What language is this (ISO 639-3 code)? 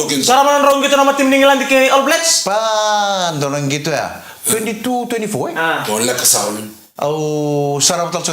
fij